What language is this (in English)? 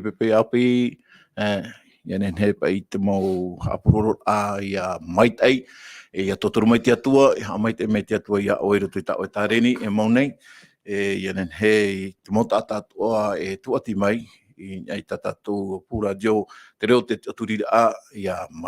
Tahitian